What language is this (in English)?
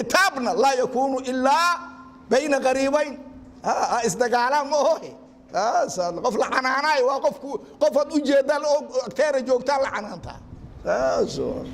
Somali